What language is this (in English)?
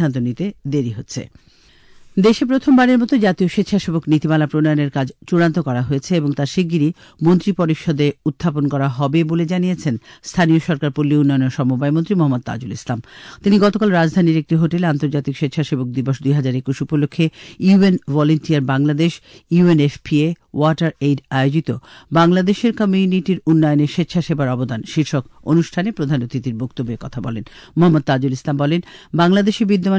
Bangla